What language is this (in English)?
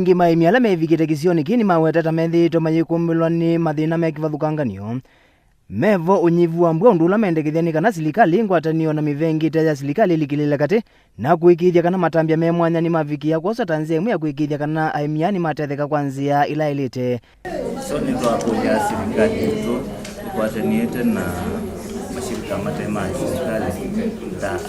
Kamba